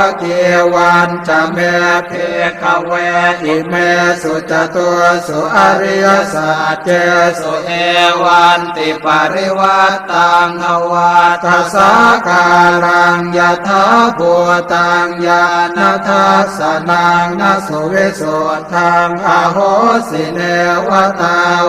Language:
Pali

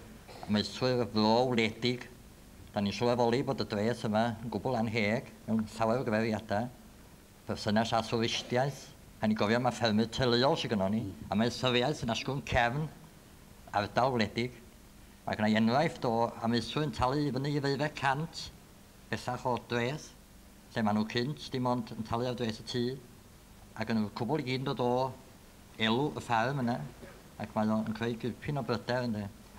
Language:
Welsh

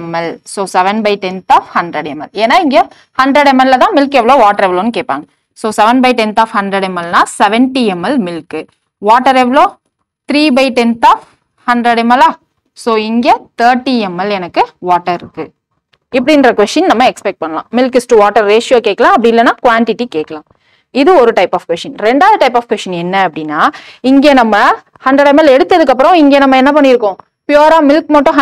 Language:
Tamil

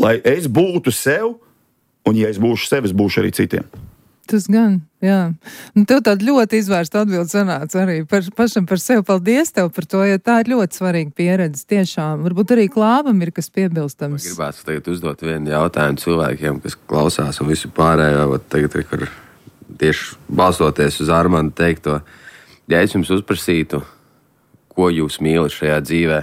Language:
Latvian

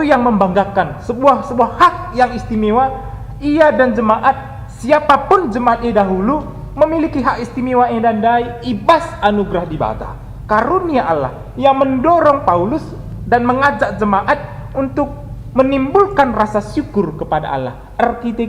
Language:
Batak Karo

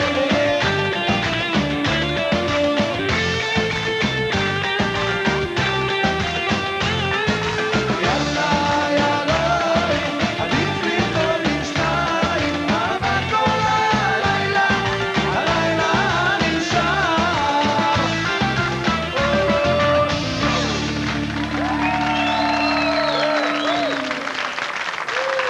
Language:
Hebrew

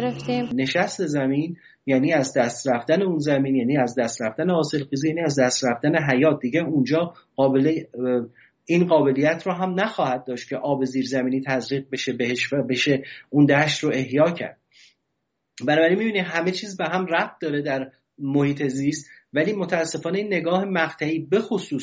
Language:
Persian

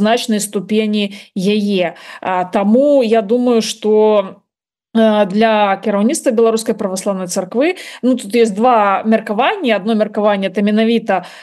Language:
Belarusian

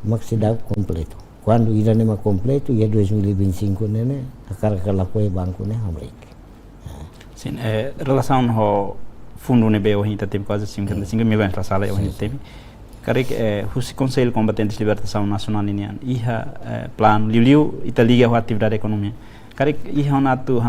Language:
Tetum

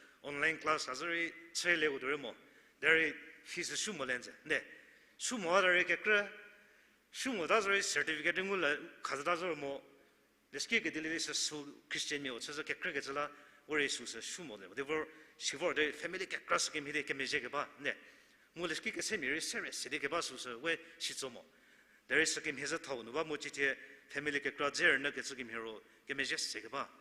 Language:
Angami Naga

